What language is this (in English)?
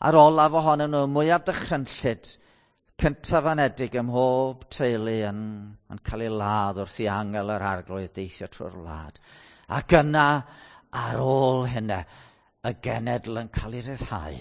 Welsh